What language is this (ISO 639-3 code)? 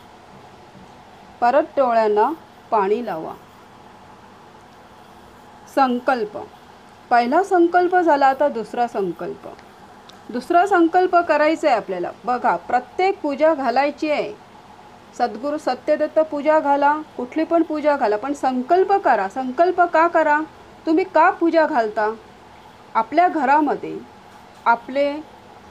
mar